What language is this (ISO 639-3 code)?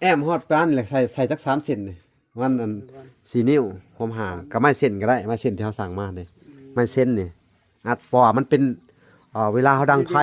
lao